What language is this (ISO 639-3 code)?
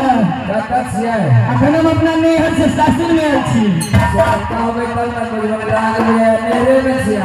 mai